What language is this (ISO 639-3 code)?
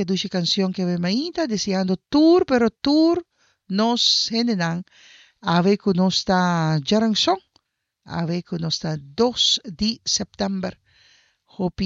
pap